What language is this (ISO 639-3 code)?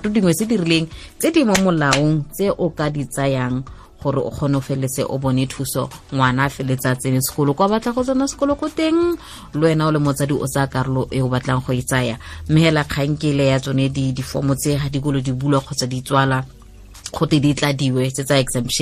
tsn